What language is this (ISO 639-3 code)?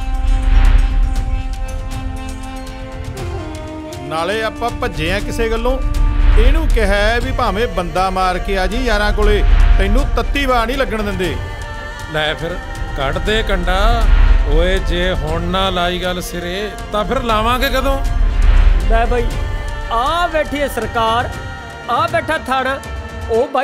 pan